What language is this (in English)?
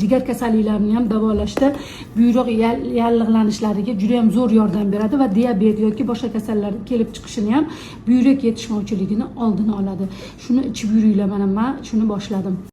Uzbek